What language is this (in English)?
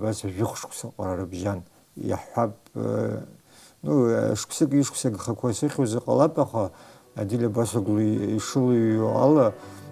Abkhazian